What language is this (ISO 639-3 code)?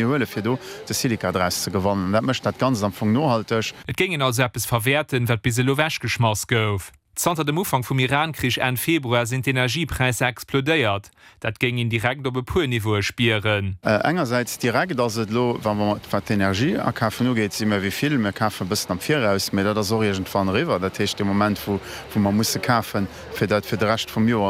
ltz